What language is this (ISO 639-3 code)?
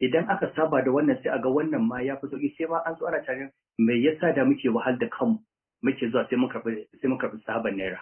hau